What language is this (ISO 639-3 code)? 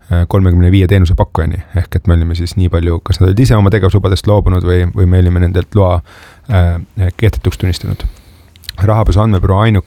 est